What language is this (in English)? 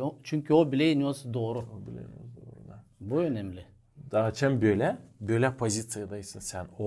Gagauz